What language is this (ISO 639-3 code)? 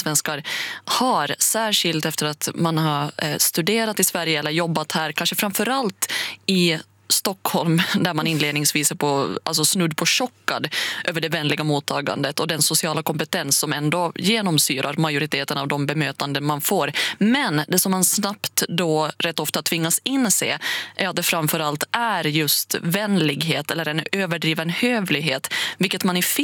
swe